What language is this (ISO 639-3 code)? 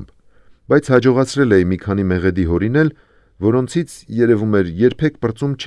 hye